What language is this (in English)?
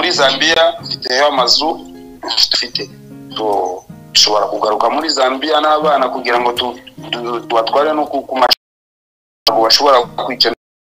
Kinyarwanda